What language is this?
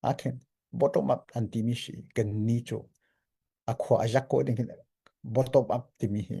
Hakha Chin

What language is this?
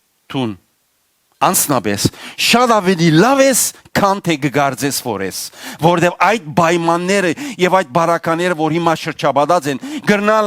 Western Armenian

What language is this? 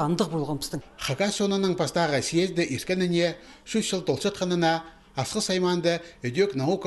Khakas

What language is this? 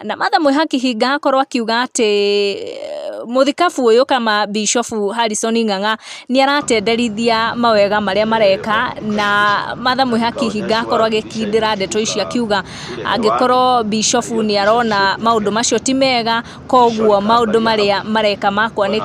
Kikuyu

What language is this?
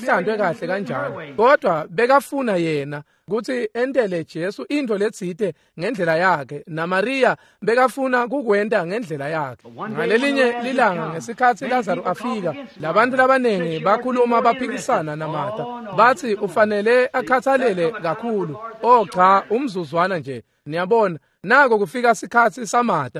Swati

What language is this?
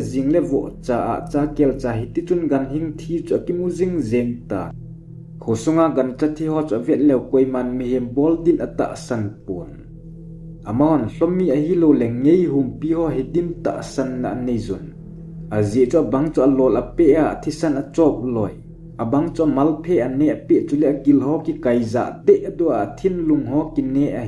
Thado Chin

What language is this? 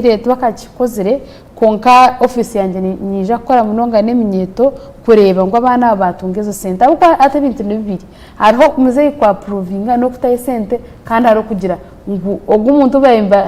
Nyankole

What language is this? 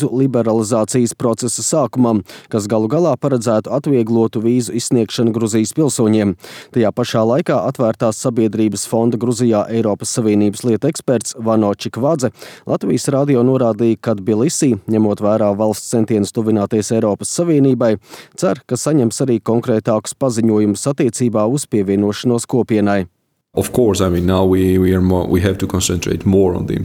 Latvian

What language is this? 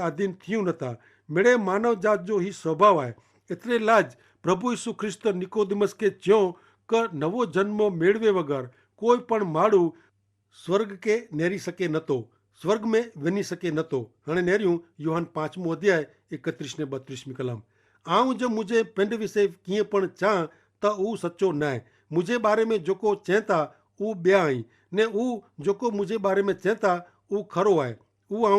Kachhi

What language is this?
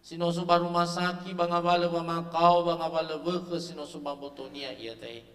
Nias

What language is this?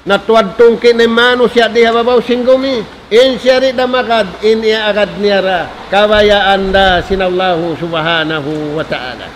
Tausug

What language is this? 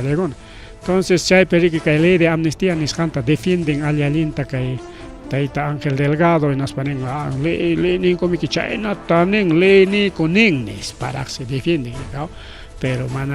Ayacucho Quechua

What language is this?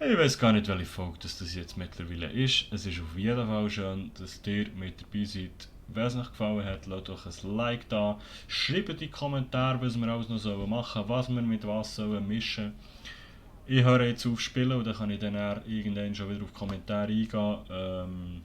Swiss German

